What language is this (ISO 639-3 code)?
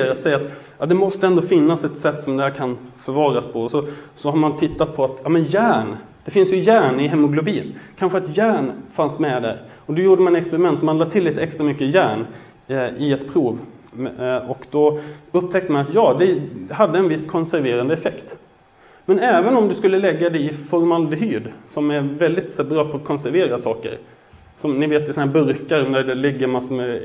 swe